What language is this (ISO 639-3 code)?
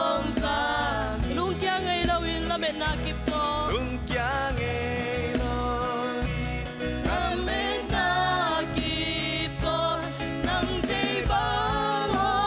ctd